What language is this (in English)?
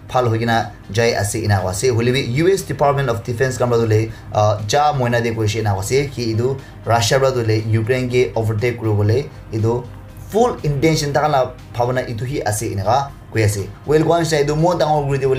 Naga Pidgin